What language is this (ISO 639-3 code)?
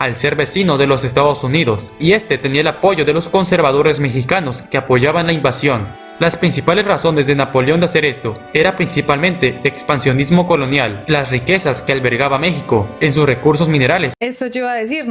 spa